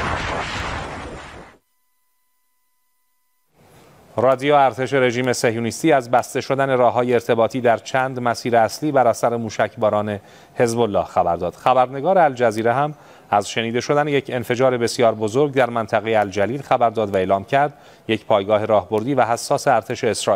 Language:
Persian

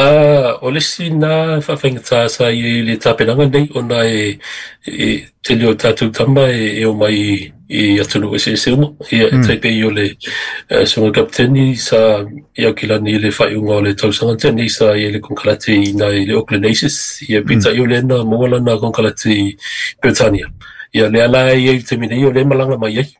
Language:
Samoan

